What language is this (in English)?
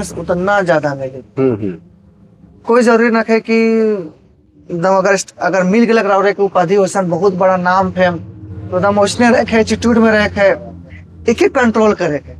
Sadri